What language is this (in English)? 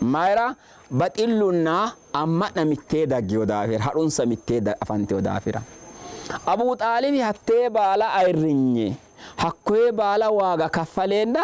Sidamo